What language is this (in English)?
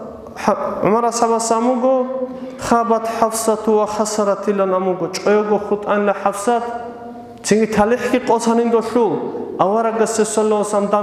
Avaric